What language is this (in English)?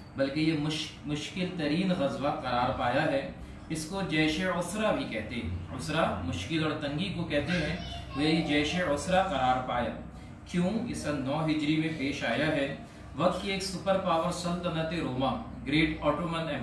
Urdu